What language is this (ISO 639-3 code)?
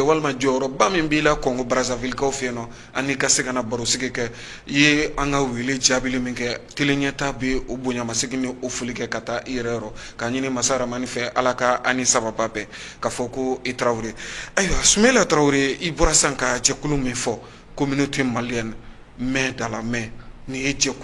bam